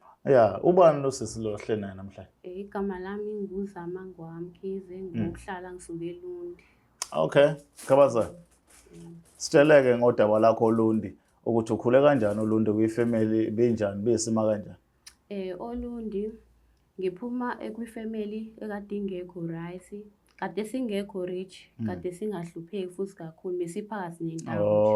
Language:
Zulu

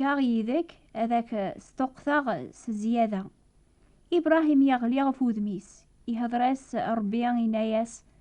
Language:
Kabyle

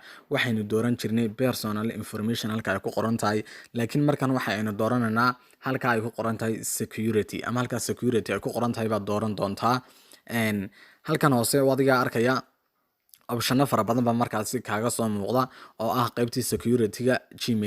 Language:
Somali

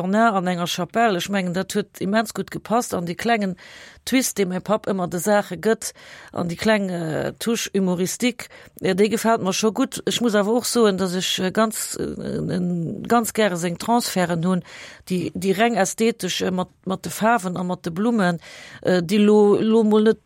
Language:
Luxembourgish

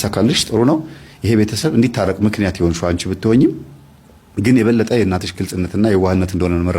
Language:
Amharic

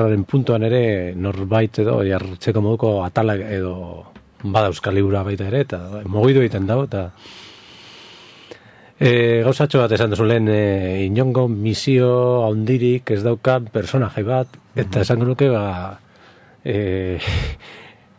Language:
Basque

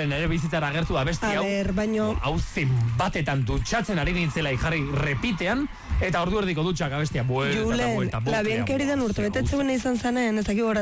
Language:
Basque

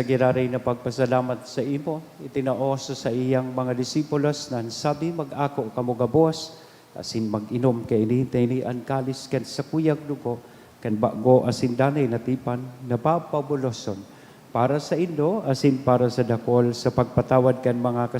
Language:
Bikol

